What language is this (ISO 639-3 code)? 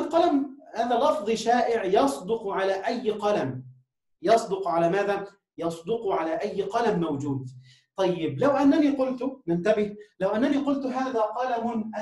ara